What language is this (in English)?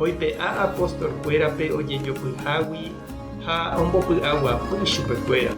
Guarani